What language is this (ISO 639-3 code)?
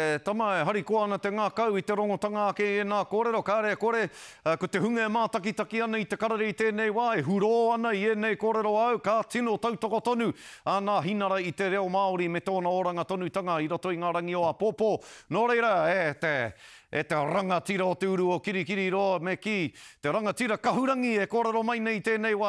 mri